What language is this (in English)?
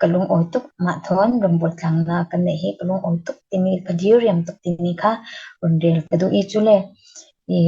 Falam Chin